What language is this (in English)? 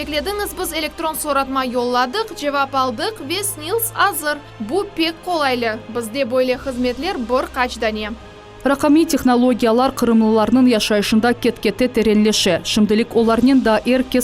Crimean Tatar